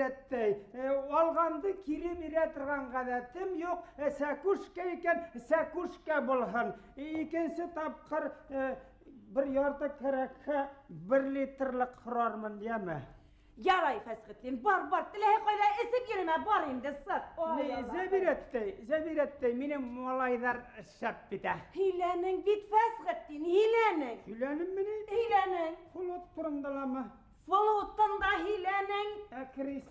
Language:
Bashkir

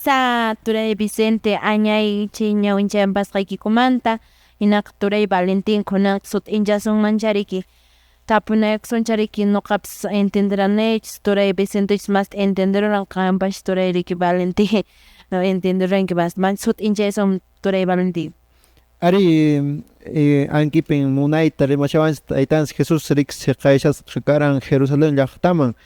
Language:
Quechua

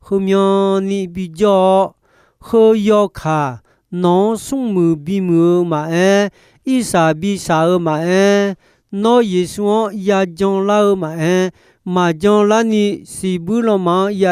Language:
Akha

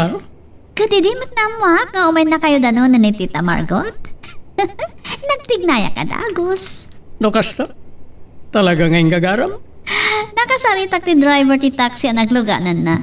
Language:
Iloko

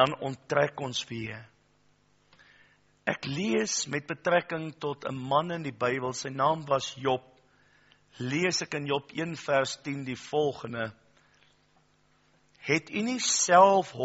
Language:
Afrikaans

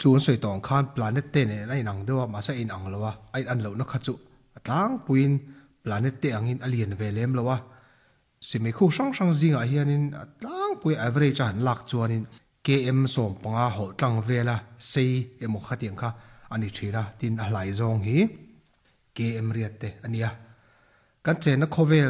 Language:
Mizo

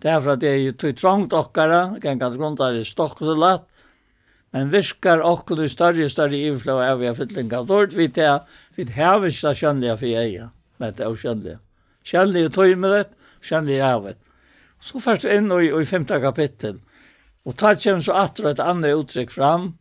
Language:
Faroese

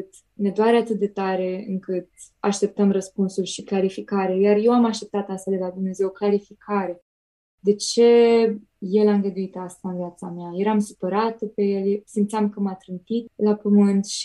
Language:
Romanian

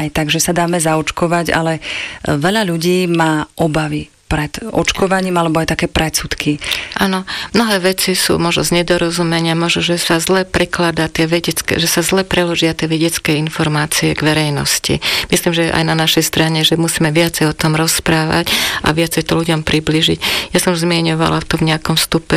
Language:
Slovak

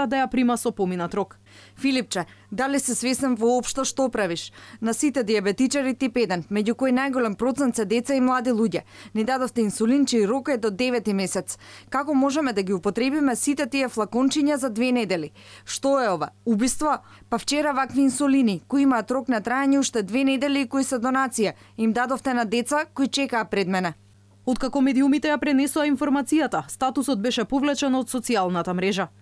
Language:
Macedonian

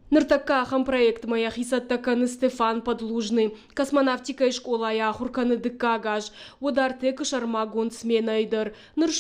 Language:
Ossetic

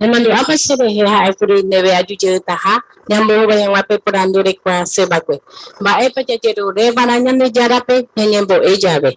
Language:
Guarani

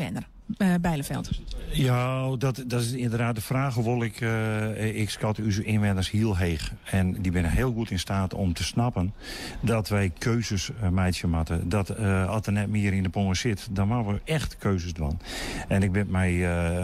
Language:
Western Frisian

